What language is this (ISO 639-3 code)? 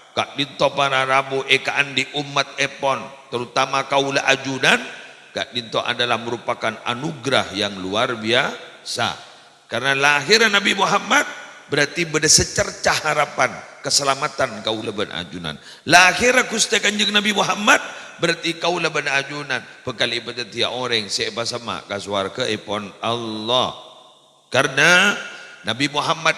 mad